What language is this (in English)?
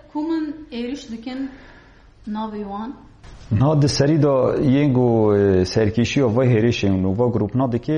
Kurdish